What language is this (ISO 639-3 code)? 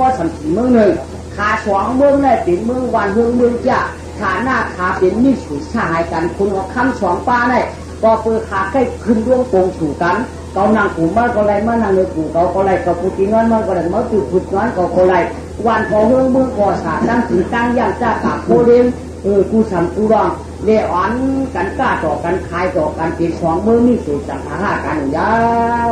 shn